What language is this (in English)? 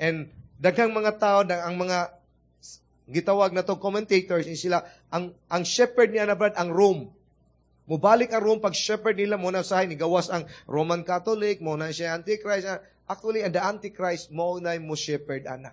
Cebuano